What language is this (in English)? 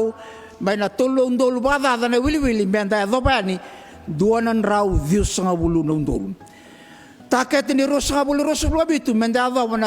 Fijian